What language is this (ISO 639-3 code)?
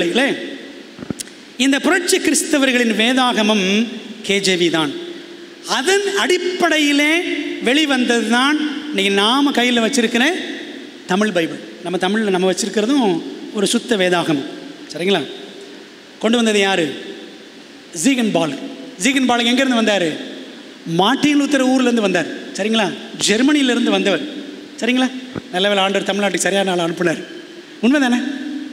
tam